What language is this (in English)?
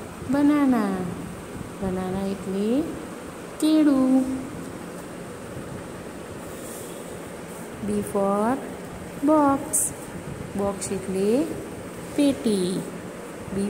Gujarati